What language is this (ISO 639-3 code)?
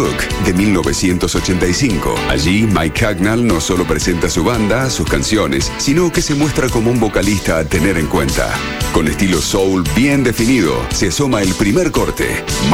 spa